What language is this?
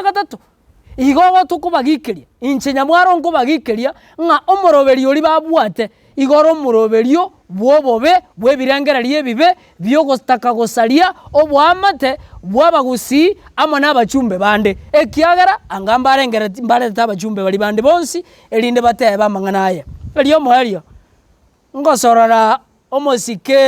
Gusii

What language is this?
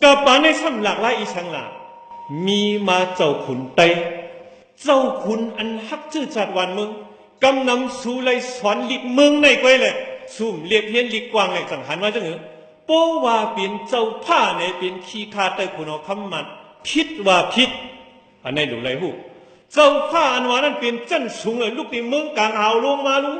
Shan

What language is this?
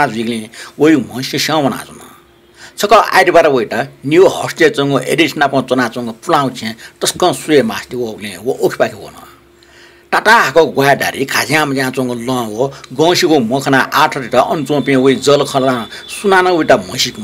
Newari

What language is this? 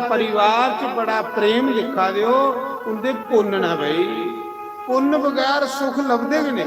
Dogri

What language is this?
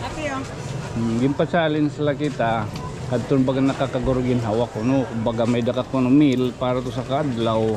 Waray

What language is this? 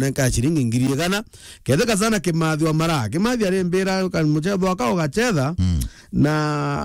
Meru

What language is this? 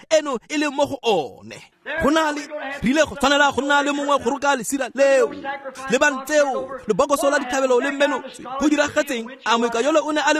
Tswana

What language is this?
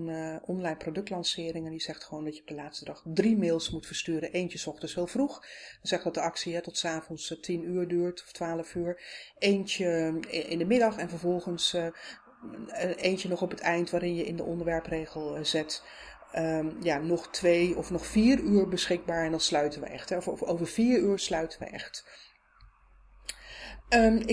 Dutch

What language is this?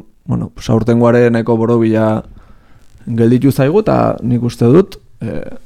Basque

